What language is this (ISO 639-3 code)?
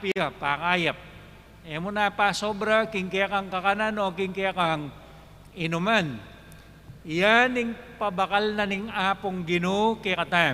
pam